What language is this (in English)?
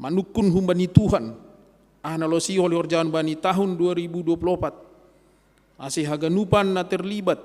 Batak Simalungun